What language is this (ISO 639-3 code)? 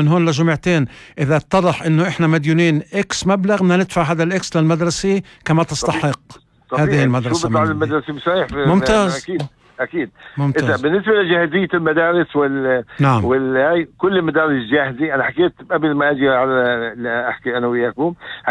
apc